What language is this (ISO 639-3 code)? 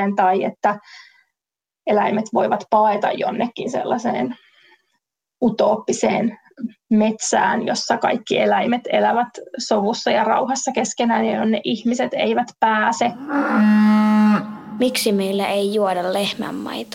fin